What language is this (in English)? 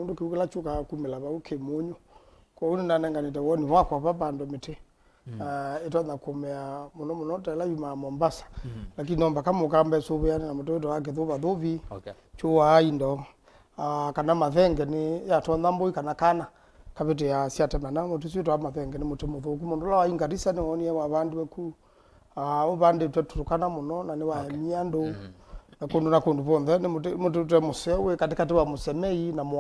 Kamba